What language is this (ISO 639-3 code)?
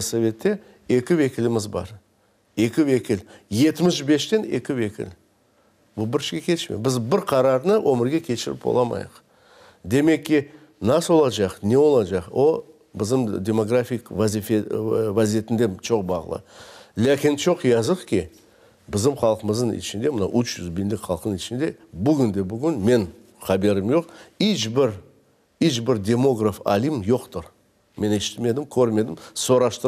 crh